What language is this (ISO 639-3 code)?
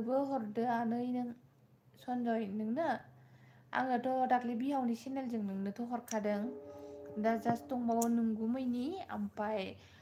brx